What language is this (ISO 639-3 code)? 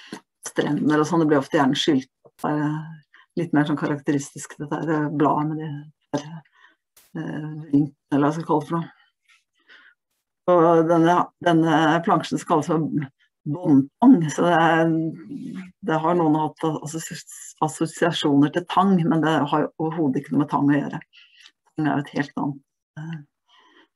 nor